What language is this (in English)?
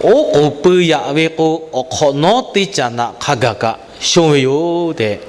Lahu